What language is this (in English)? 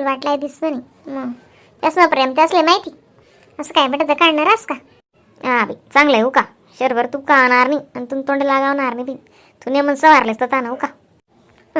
Khandesi